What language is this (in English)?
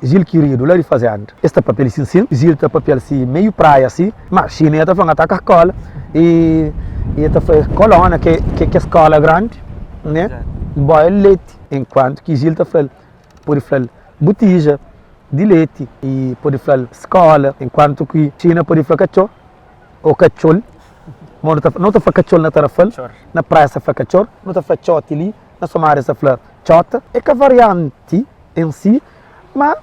Kabuverdianu